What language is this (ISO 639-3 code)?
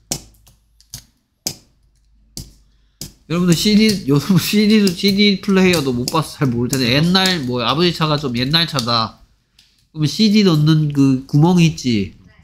kor